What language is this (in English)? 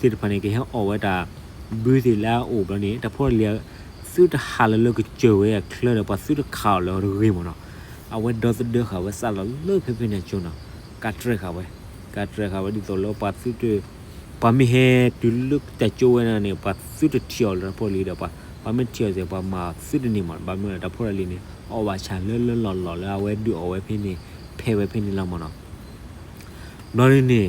S'gaw Karen